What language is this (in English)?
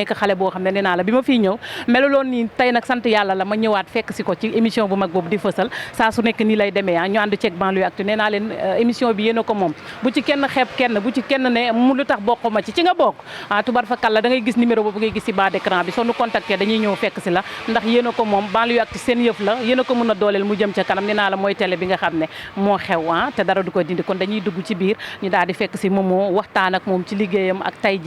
Wolof